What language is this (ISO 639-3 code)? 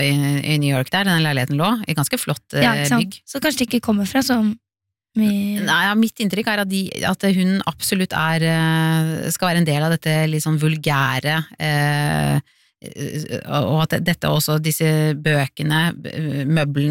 nor